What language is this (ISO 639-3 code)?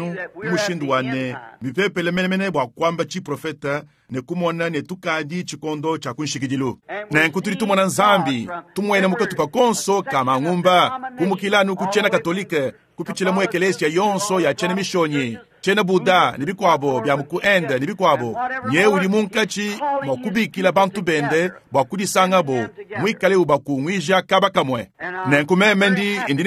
lua